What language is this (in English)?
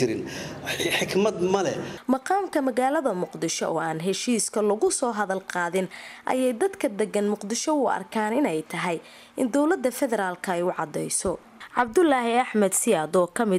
Somali